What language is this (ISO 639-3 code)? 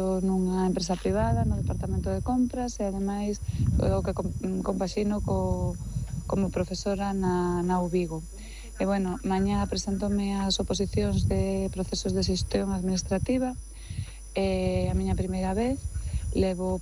glg